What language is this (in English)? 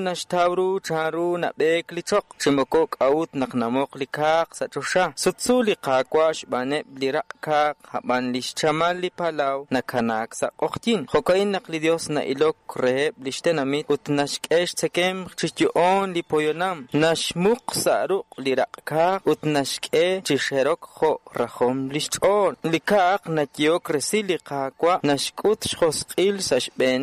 Kekchí